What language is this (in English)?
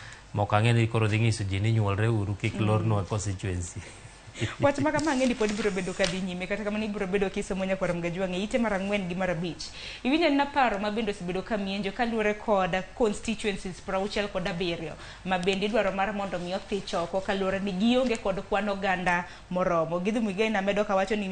Luo (Kenya and Tanzania)